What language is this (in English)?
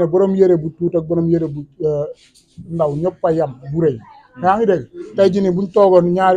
Wolof